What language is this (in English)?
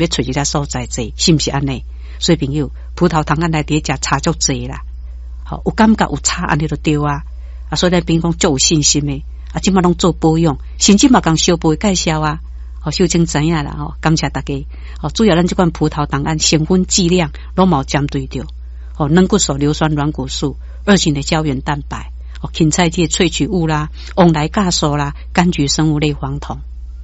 Min Nan Chinese